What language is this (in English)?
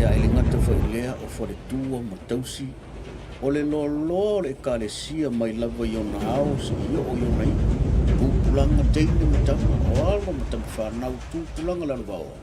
Samoan